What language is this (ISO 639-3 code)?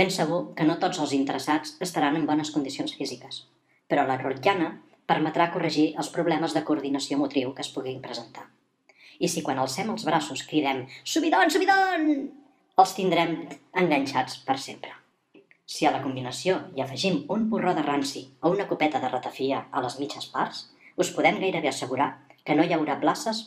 cat